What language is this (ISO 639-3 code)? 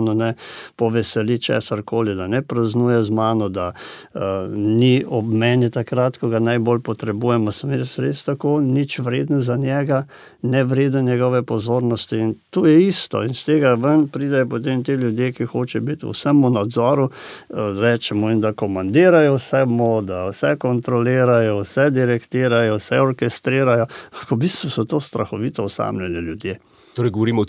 slv